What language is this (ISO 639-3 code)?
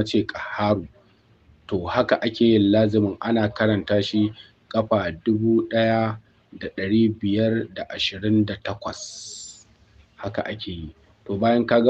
hau